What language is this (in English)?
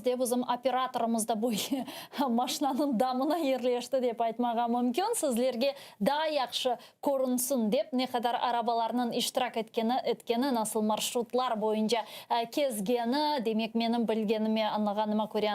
Crimean Tatar